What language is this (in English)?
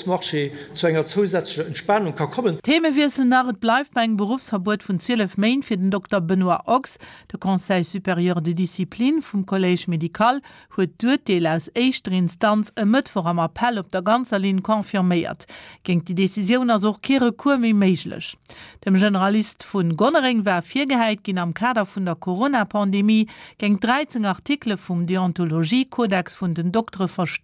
Luxembourgish